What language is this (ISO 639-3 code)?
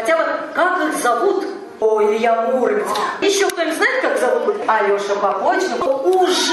rus